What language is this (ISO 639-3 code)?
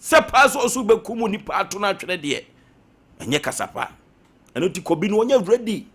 aka